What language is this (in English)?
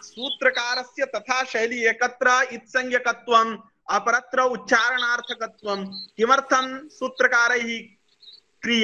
Sanskrit